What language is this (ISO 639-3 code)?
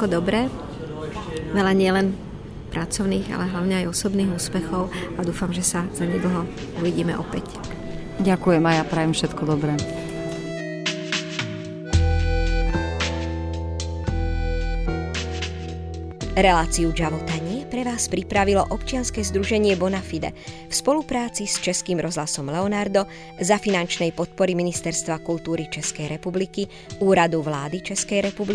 slk